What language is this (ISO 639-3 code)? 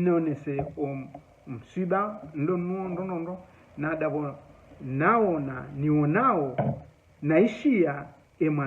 zdj